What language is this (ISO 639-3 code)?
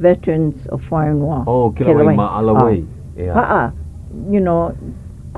haw